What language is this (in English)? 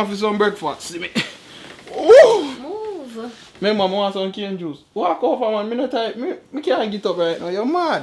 Jamaican Creole English